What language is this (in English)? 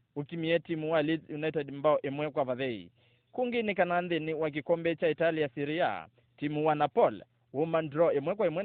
Kamba